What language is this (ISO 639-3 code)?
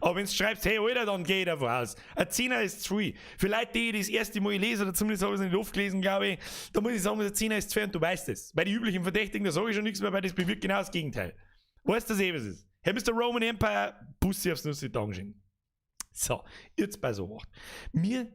bar